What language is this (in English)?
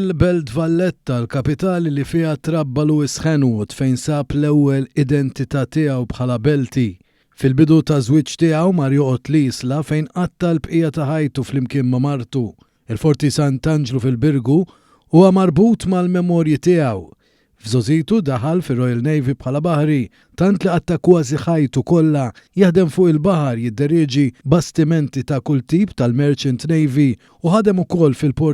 Maltese